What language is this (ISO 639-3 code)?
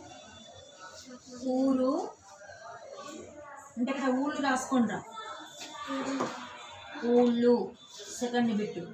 tel